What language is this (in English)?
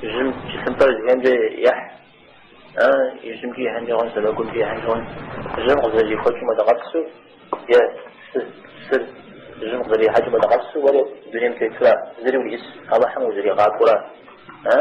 Kabardian